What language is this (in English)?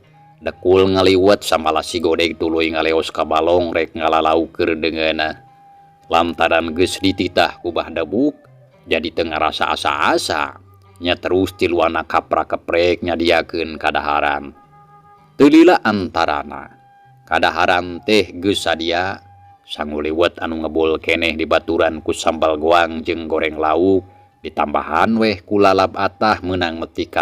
Sundanese